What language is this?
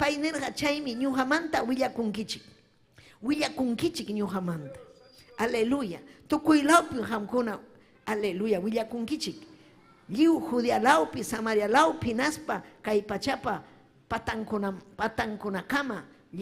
Ayacucho Quechua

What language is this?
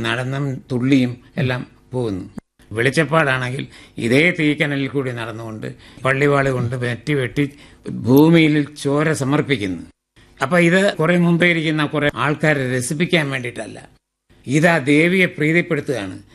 Malayalam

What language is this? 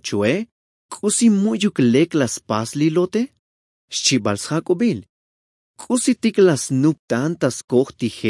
Tzotzil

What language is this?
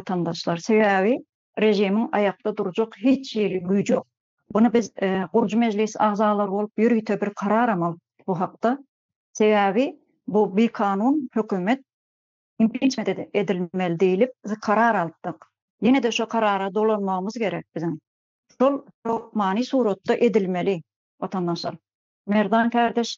Turkmen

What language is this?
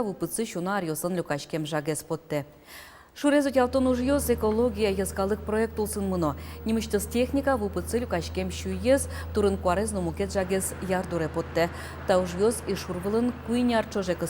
Udmurt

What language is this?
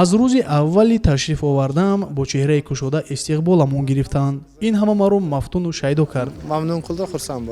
Tajik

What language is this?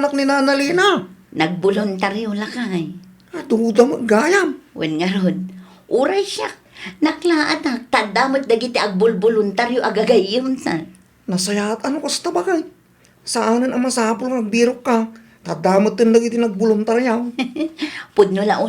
Iloko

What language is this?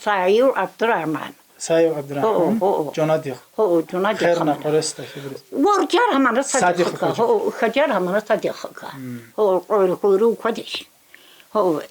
Tsakhur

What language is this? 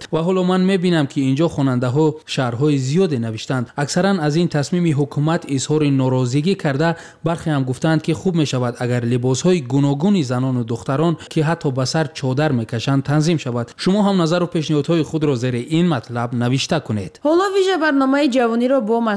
Tajik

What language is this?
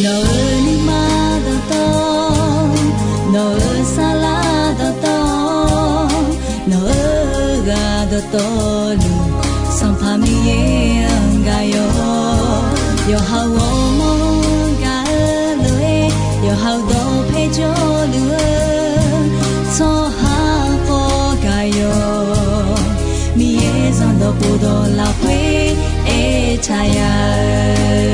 Akha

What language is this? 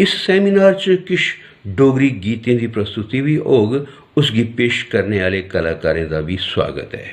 Dogri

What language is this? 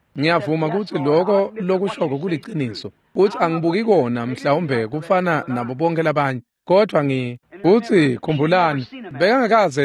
Swati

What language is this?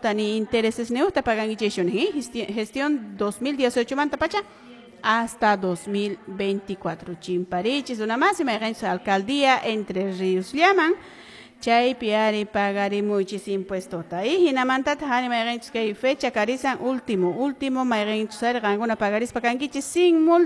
Quechua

